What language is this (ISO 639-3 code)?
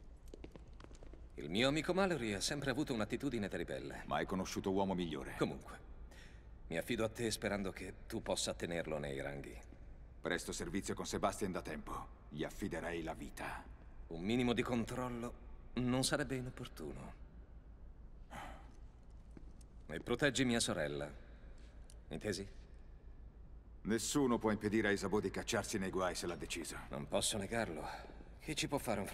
ita